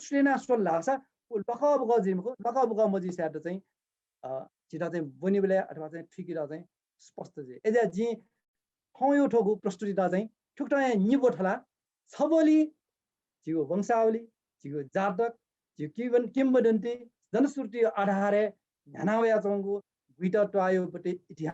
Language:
Newari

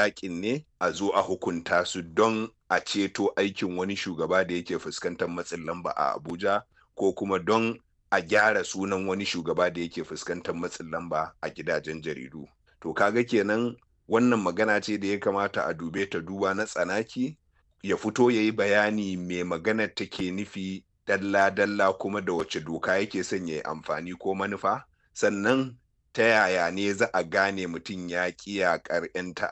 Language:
Hausa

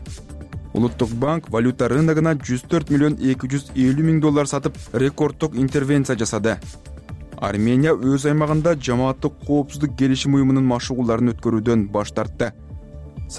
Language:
Kyrgyz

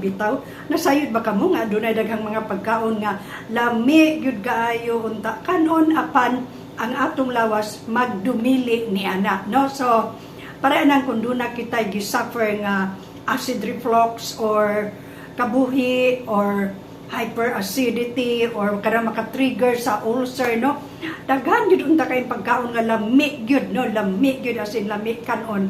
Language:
Cebuano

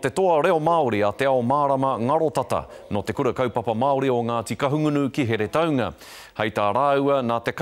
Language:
Māori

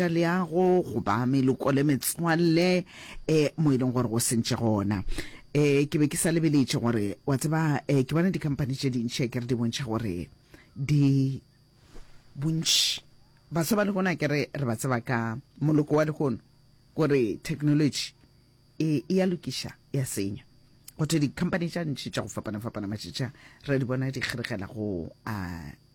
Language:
Northern Sotho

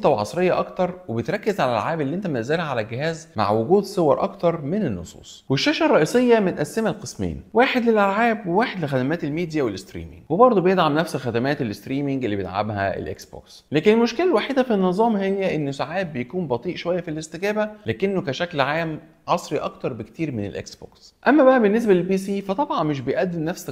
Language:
Egyptian Arabic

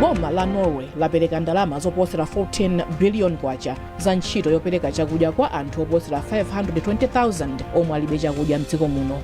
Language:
Nyanja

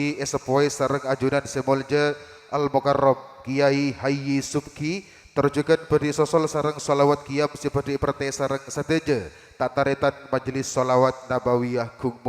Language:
Madurese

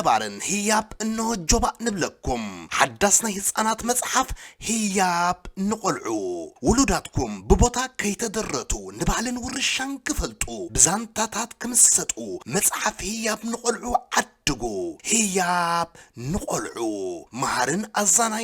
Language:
Tigrinya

